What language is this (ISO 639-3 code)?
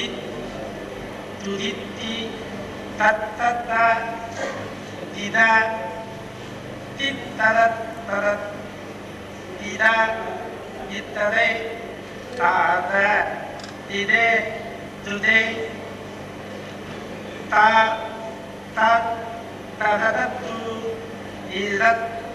tam